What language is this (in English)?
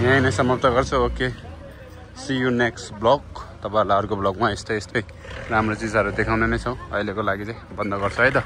Nepali